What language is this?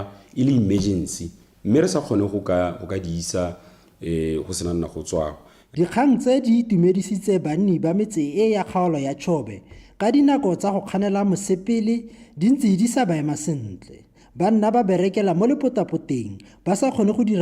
Tswana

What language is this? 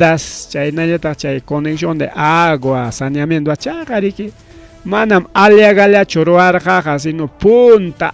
Ayacucho Quechua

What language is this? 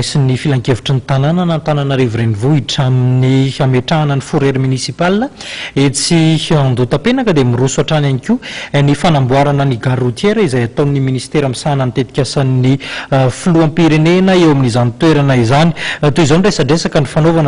Malagasy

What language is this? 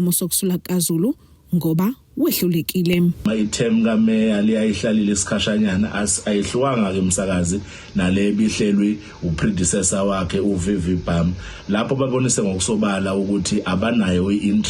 Zulu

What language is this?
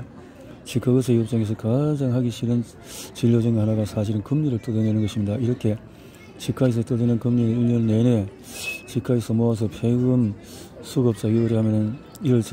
Korean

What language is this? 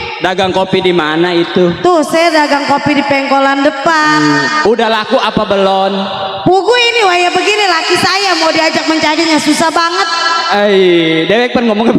Betawi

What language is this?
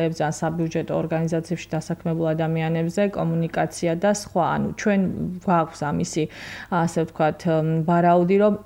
Georgian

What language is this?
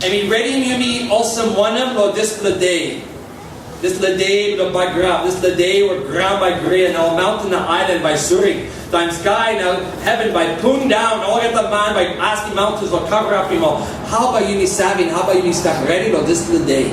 Tok Pisin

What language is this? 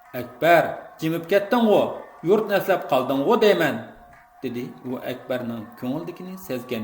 Uyghur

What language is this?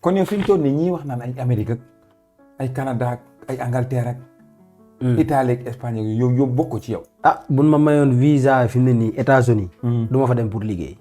Wolof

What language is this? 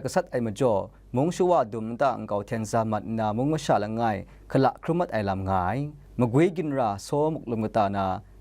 Kachin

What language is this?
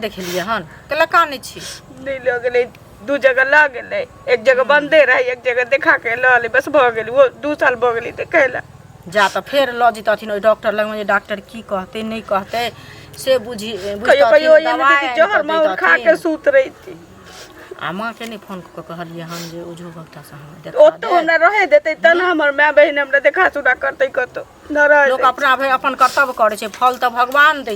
Maithili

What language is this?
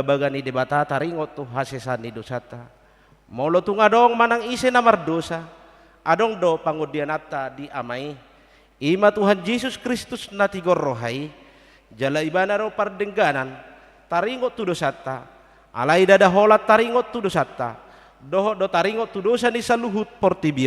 Batak Toba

